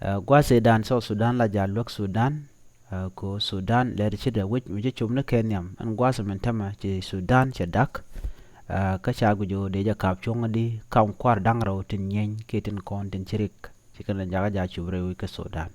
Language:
Nuer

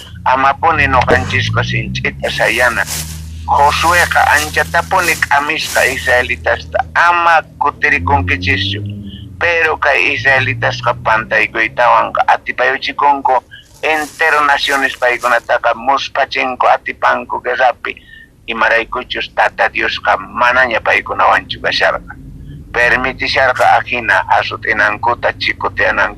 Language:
South Bolivian Quechua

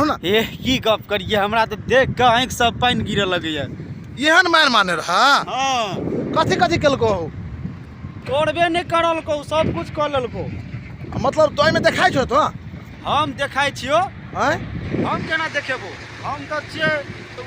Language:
Maithili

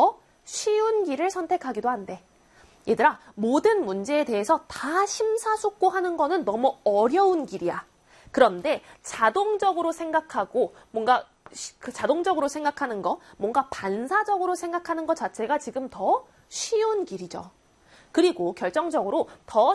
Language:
Korean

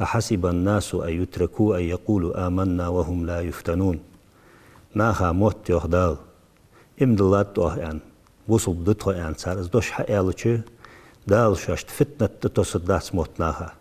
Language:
Ingush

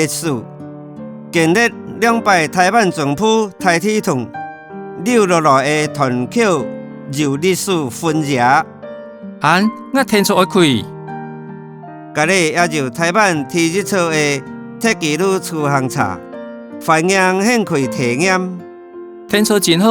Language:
Hakka Chinese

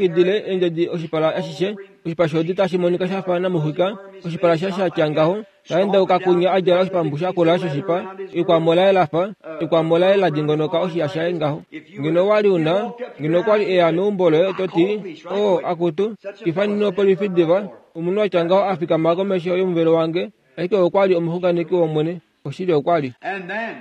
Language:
Kuanyama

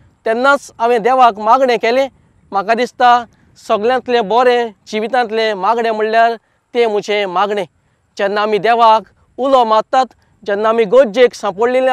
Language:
Konkani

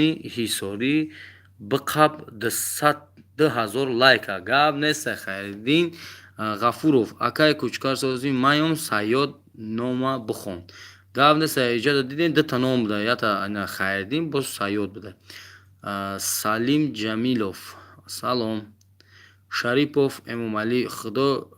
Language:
Tajik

